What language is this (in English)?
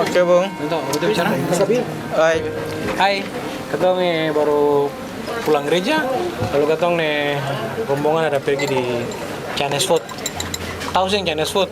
Ambonese Malay